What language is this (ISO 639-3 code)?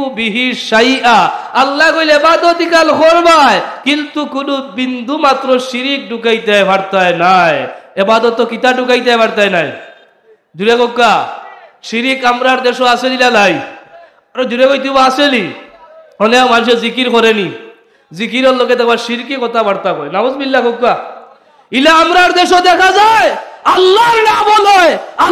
syl